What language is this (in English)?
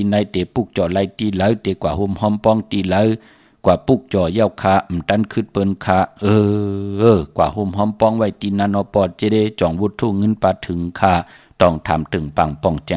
Shan